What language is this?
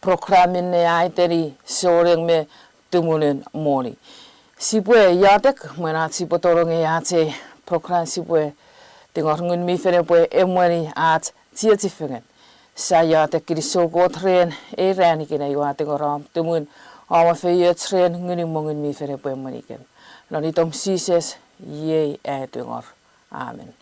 Chuukese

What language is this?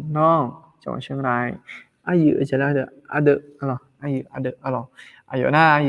Akha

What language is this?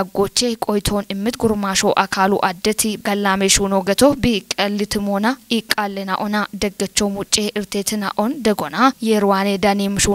Kafa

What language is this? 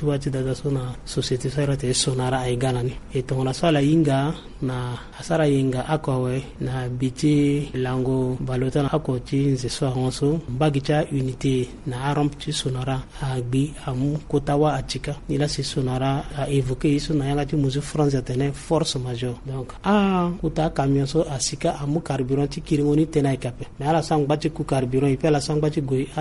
Sango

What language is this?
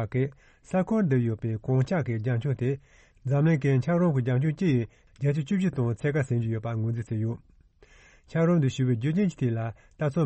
Tibetan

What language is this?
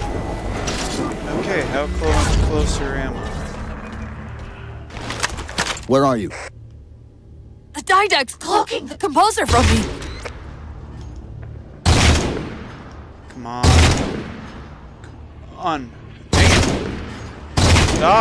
English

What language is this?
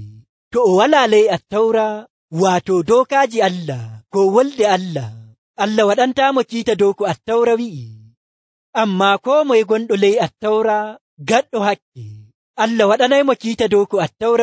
Nigerian Fulfulde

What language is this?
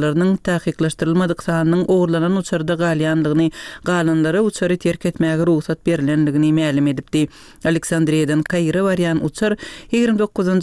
Turkmen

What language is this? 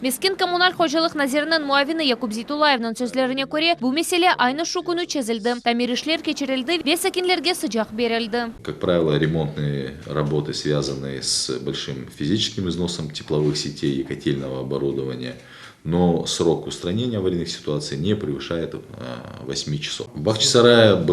Crimean Tatar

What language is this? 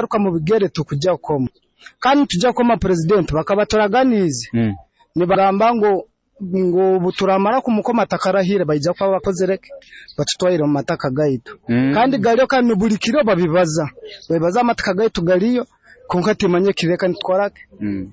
Nyoro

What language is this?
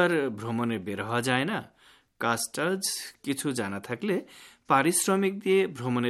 Bangla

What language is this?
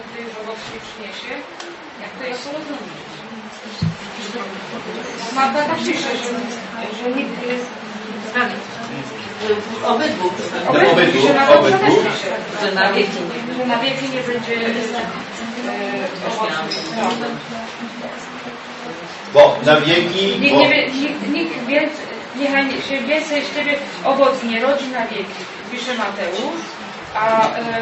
Polish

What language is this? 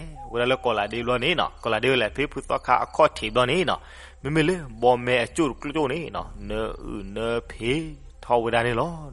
S'gaw Karen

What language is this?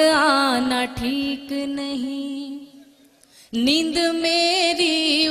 Urdu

